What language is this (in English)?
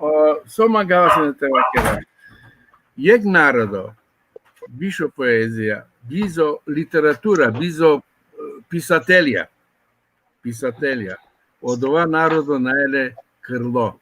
Balkan Romani